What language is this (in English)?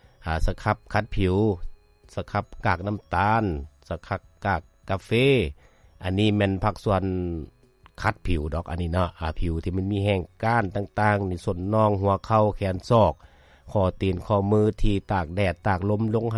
Lao